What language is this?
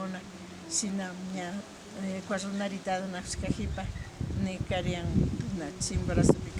Imbabura Highland Quichua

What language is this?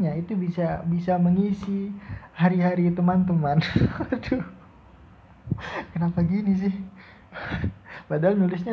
Indonesian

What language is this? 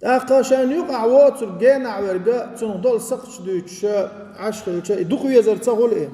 Chechen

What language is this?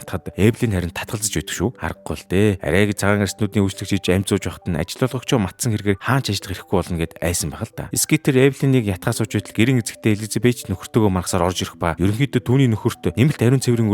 Mongolian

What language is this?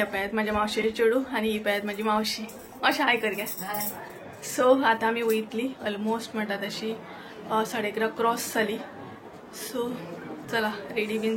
Konkani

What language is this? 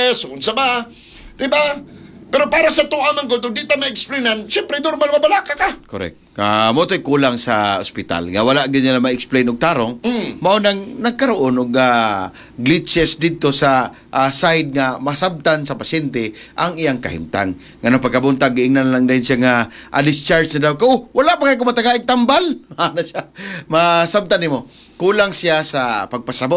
Cebuano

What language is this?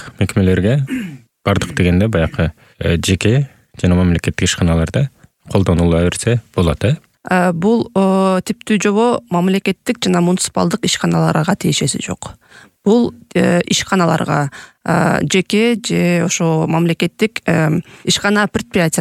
Kyrgyz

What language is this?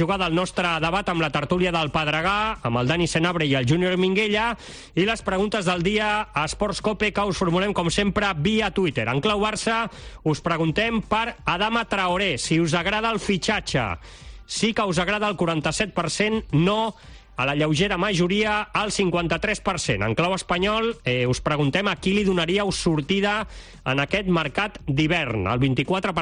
Catalan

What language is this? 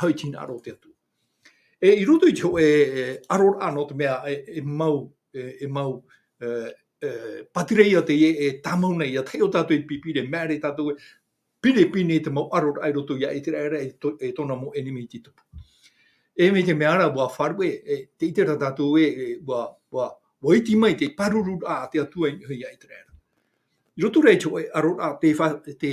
Tahitian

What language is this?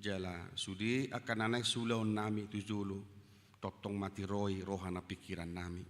Batak Toba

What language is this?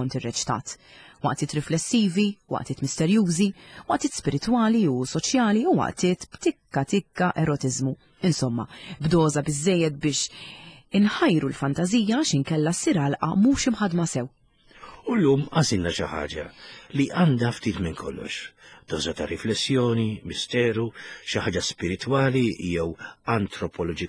Maltese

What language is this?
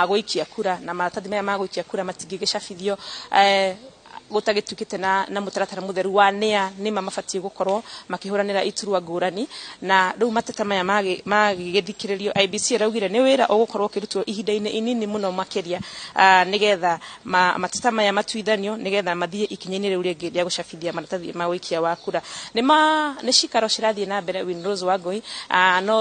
Kikuyu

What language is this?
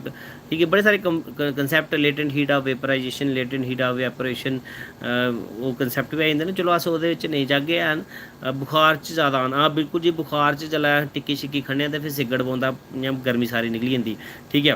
Dogri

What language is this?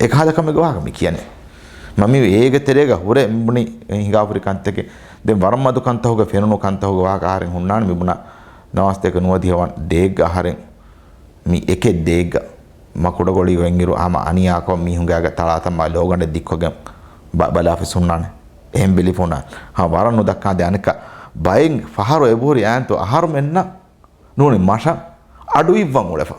Divehi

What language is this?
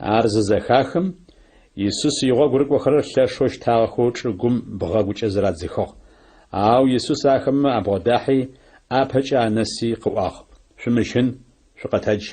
Adyghe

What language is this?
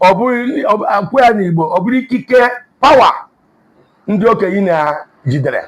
Igbo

